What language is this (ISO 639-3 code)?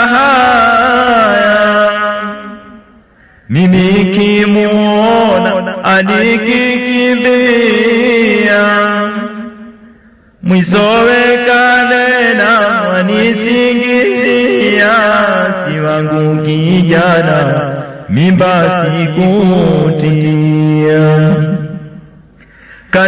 swa